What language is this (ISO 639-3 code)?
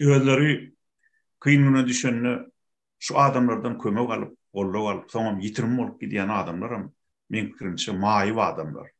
tuk